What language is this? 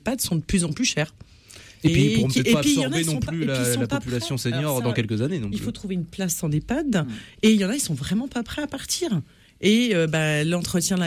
French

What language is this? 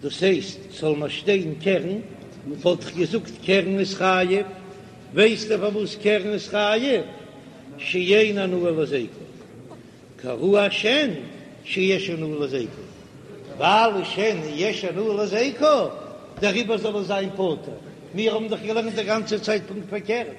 Yiddish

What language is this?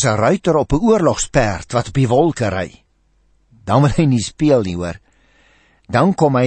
Afrikaans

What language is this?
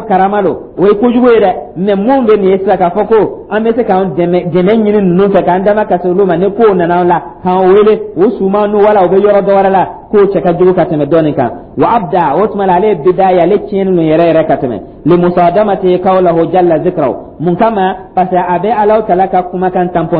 Dyula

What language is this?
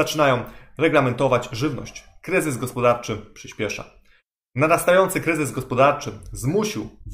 Polish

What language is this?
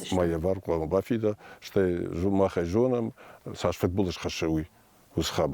Ossetic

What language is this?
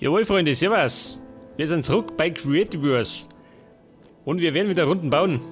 Bavarian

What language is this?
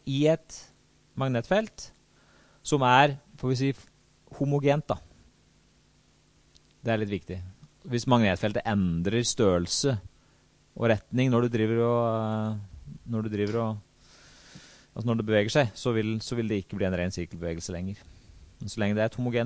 Norwegian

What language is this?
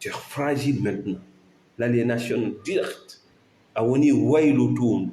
Fula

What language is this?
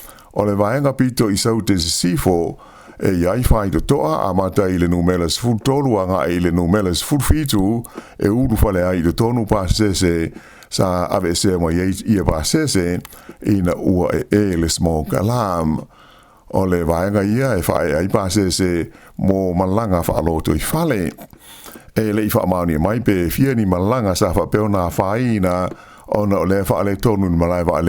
Samoan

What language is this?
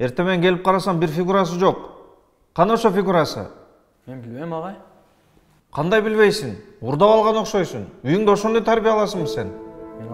Kyrgyz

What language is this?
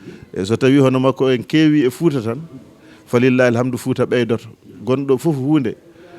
Fula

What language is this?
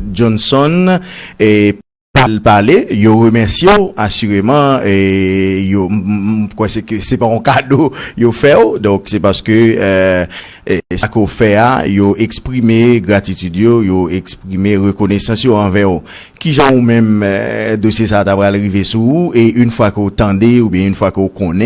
Haitian Creole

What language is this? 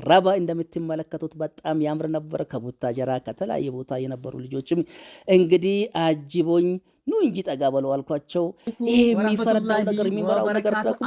Amharic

